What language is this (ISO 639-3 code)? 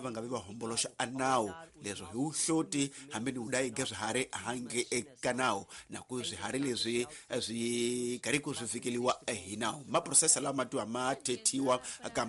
tso